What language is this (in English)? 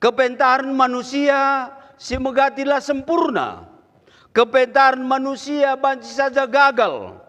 Batak Karo